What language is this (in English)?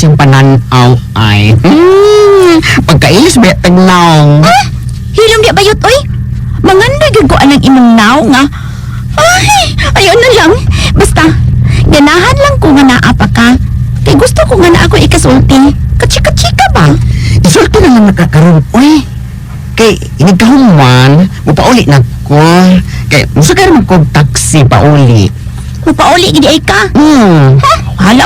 Cebuano